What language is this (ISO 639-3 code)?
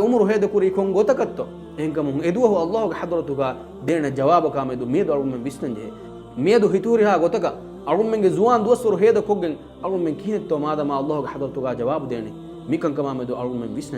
div